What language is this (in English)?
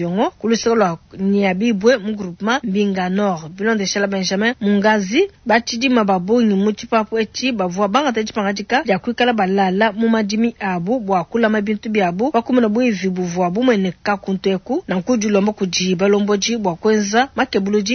Luba-Lulua